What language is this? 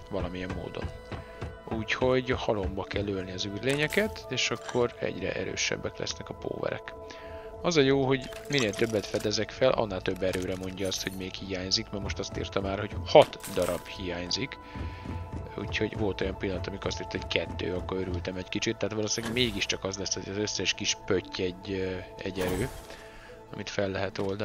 Hungarian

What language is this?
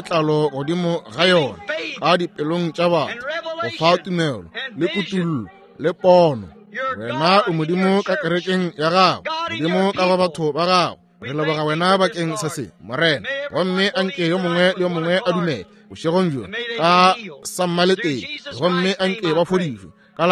Northern Sotho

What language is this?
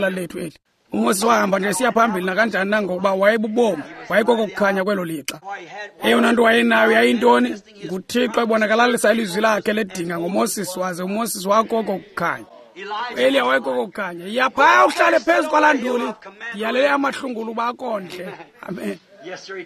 Xhosa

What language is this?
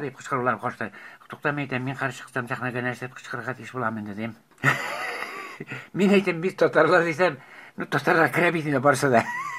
Tatar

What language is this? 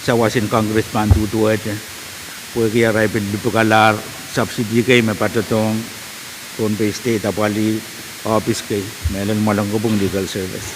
Pohnpeian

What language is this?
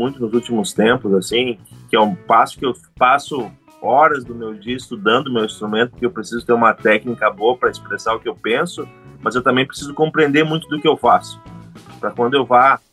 Portuguese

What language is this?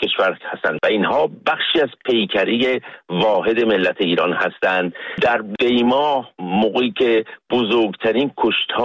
Persian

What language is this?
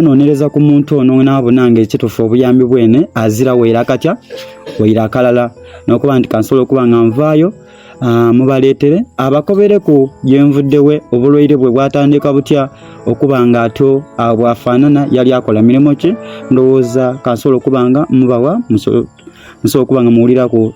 Soga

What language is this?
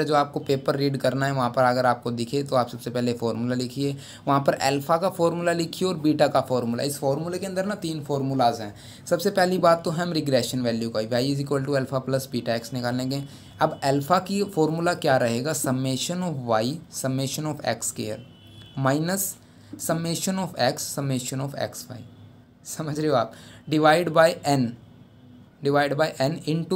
Hindi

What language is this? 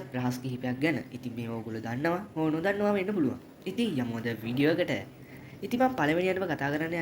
Sinhala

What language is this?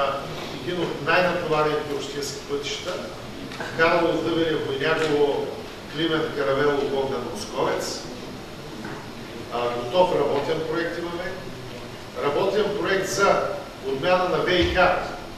Bulgarian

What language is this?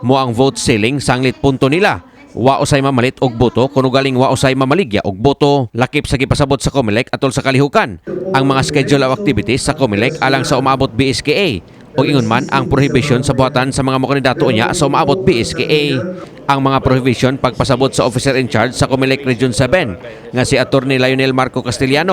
Cebuano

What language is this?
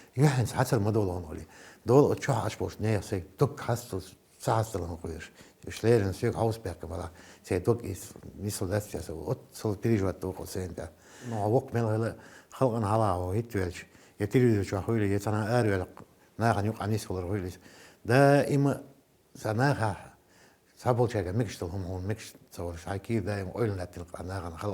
Chechen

